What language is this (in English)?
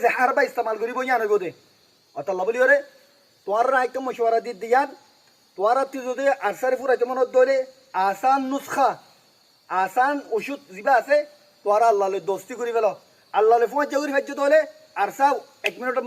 Rohingya